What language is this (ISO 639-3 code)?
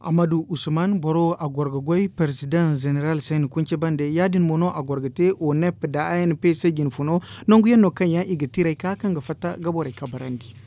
dje